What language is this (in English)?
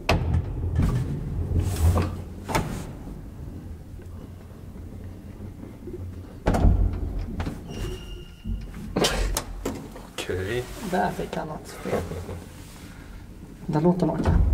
Swedish